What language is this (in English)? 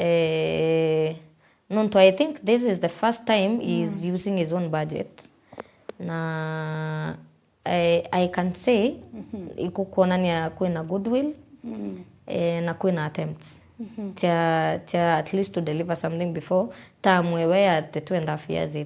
Meru